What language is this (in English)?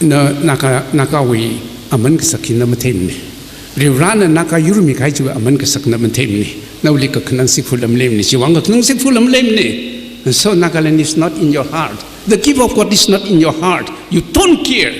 Tangkhul Naga (India)